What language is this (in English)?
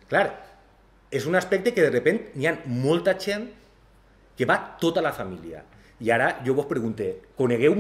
Catalan